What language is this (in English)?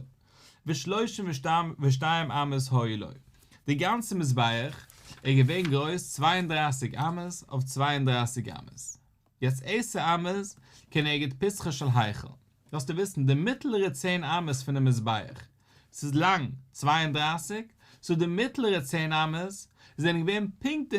Yiddish